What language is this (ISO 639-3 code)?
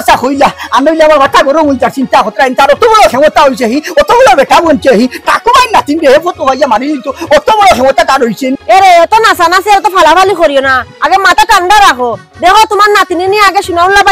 syl